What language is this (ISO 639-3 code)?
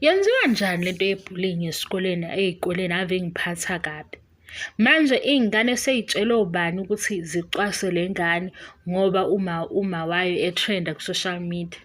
zul